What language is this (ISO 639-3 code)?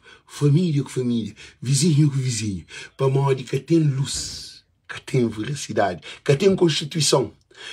kea